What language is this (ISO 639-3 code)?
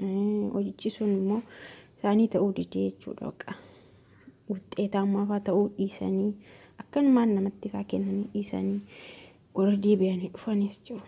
orm